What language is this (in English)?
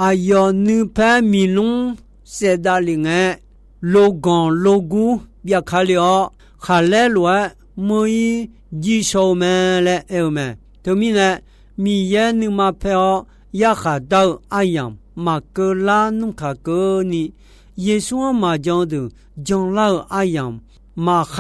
Akha